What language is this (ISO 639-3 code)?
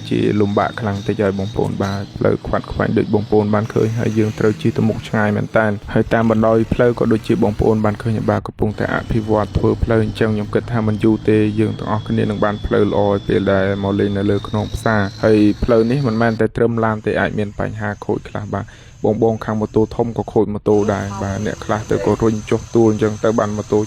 khm